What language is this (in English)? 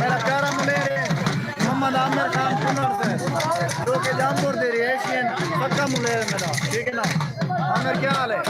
Saraiki